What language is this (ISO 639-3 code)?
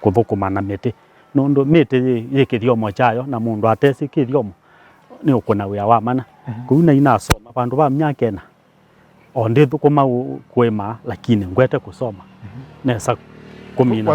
kam